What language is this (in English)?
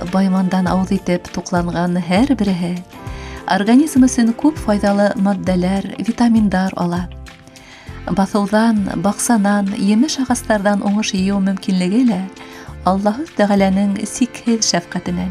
Bashkir